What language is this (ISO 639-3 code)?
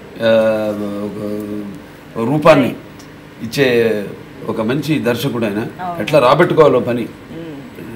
tel